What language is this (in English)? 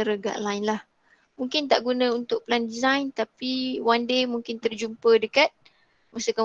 Malay